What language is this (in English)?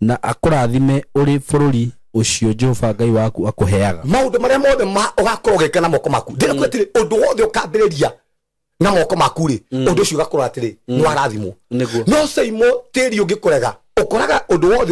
Kikuyu